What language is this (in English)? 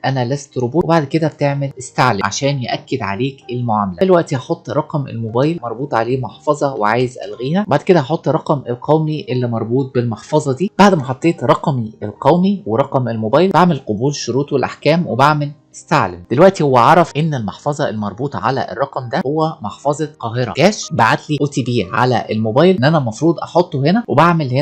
Egyptian Arabic